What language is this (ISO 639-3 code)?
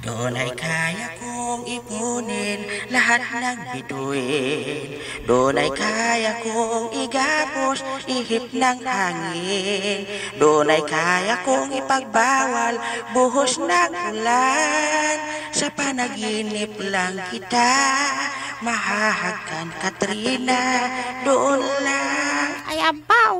hil